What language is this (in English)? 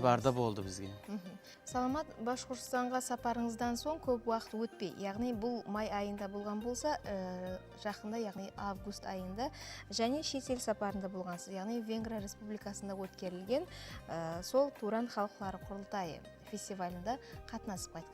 Kara-Kalpak